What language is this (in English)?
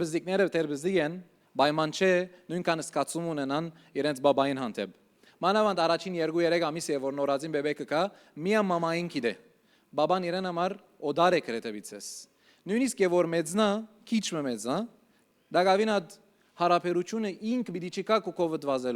Western Armenian